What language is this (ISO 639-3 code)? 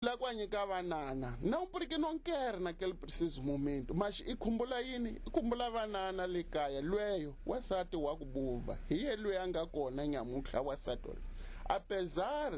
tso